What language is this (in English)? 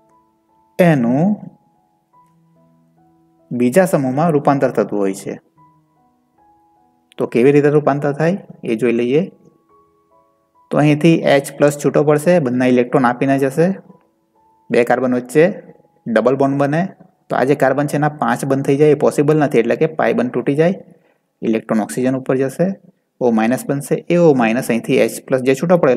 Gujarati